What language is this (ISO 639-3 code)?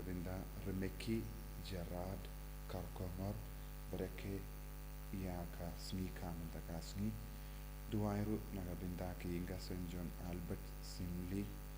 kha